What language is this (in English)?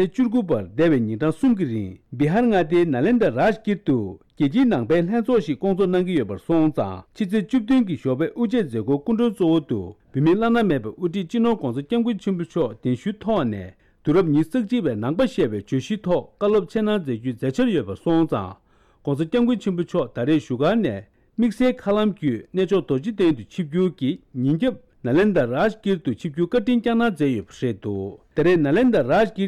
Tibetan